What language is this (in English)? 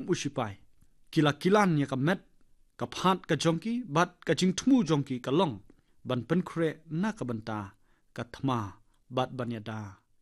Khasi